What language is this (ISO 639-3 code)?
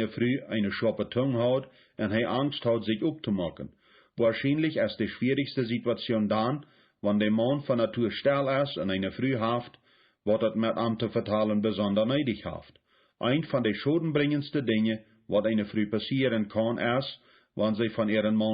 pdt